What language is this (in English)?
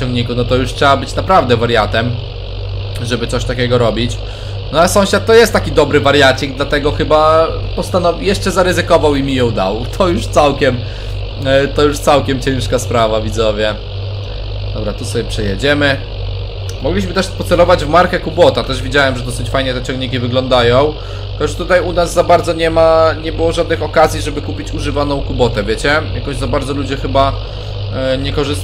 Polish